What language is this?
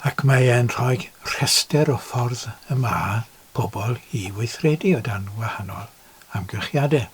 Welsh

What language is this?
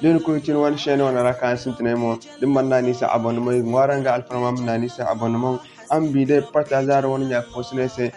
Zarma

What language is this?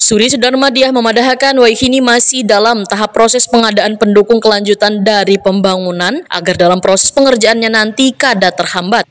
Banjar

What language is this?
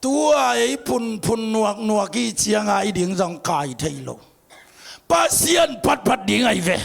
Tedim Chin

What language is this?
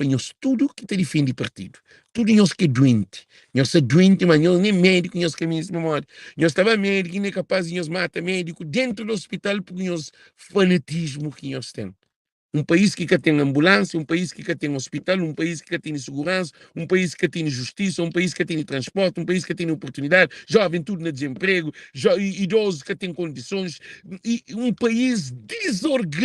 Kabuverdianu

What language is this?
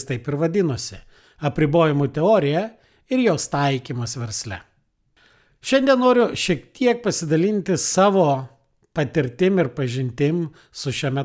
Lithuanian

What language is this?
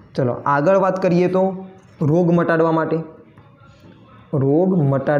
Gujarati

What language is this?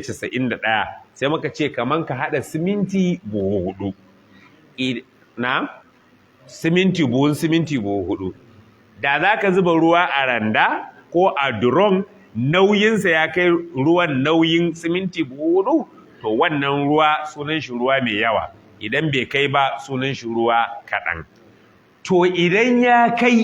Hausa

